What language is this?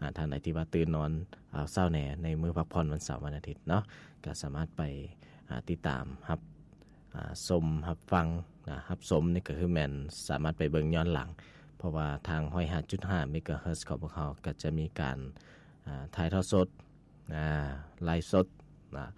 Lao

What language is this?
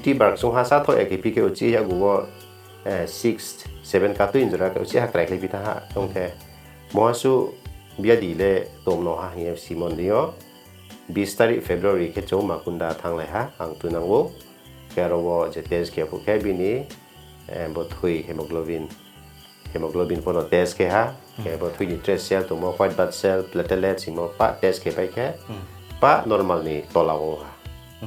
Riang (India)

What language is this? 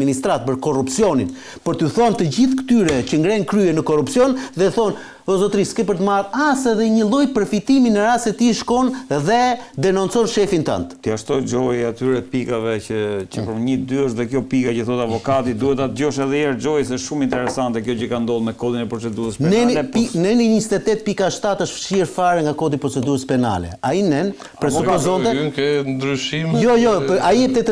Albanian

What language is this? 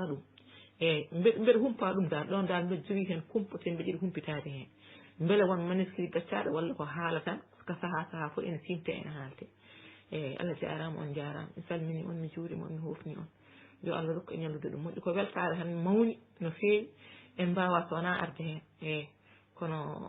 Fula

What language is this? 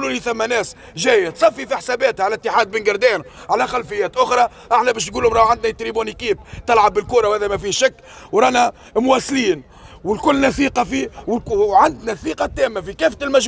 Tunisian Arabic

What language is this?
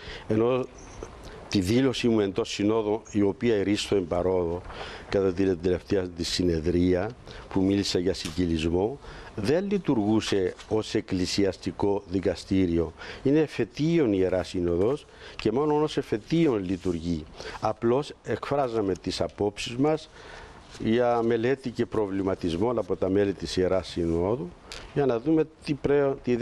Greek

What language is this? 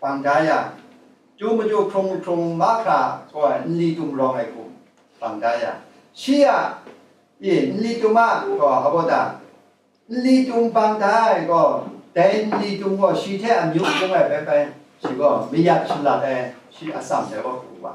Kachin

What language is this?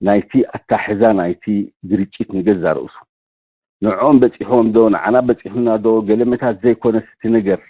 Tigrinya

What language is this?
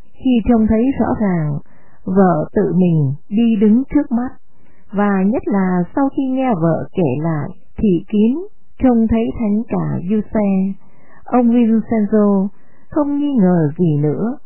Vietnamese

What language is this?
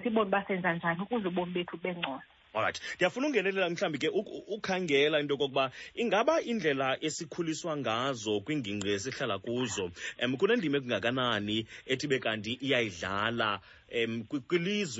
Xhosa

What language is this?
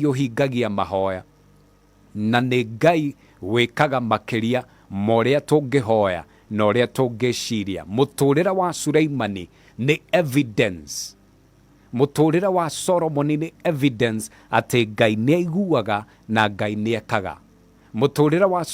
Kikuyu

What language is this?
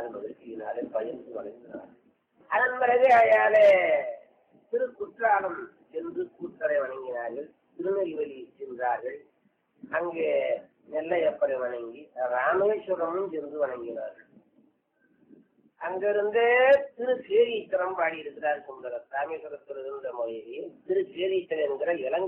Tamil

